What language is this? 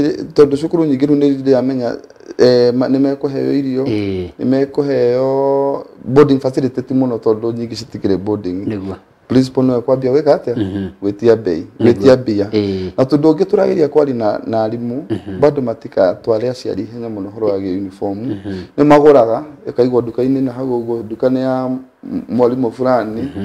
Kikuyu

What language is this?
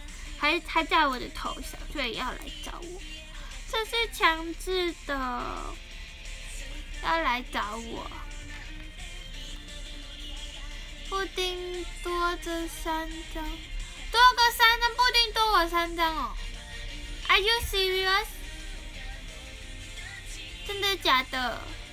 Chinese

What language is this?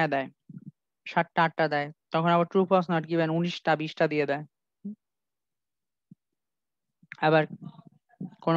Bangla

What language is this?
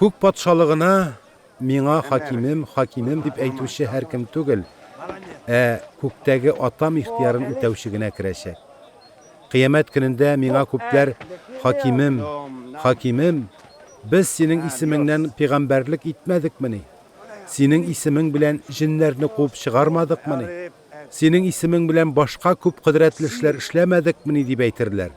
Tatar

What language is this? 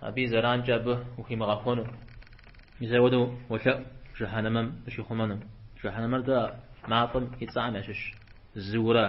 Kabardian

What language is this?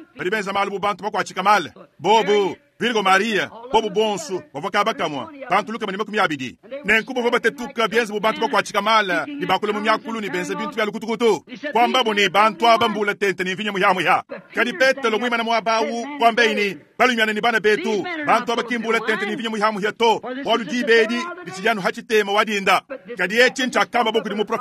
Luba-Lulua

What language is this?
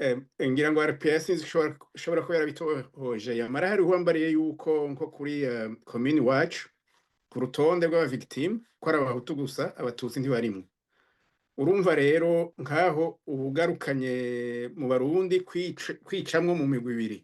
Rundi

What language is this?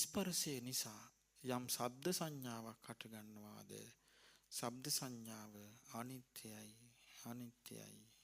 Sinhala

